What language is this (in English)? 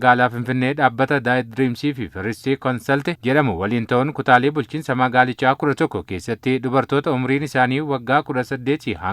Oromo